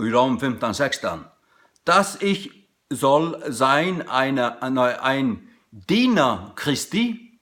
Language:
Faroese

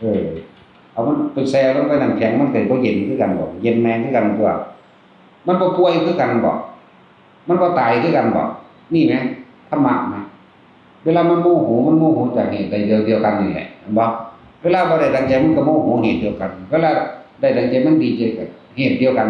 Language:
Northeastern Thai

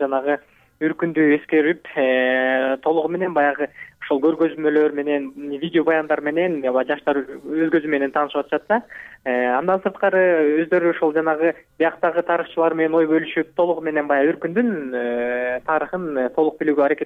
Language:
Kyrgyz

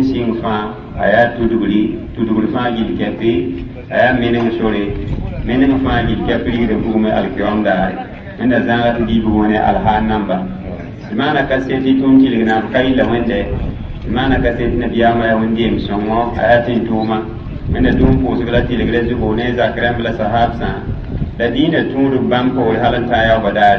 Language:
Mossi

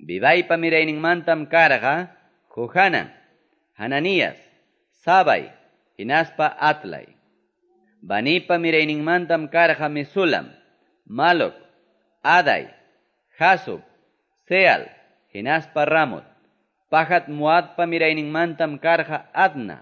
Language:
Quechua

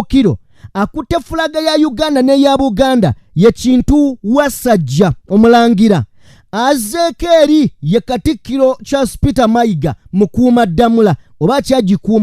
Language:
Ganda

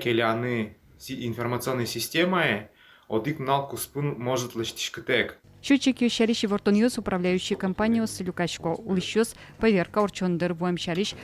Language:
Udmurt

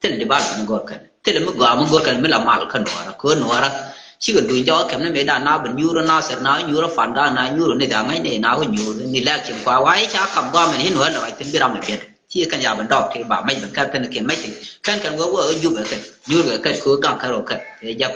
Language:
Nuer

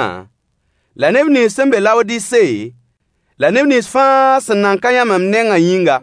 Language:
Mossi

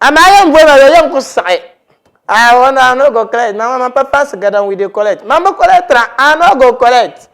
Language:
Dagbani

